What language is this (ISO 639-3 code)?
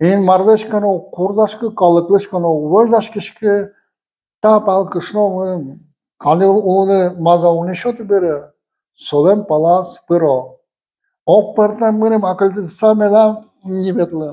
udm